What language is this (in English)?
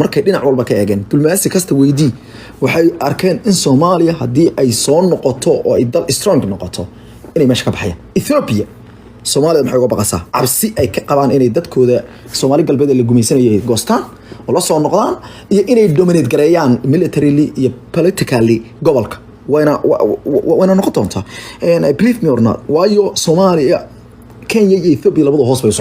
Somali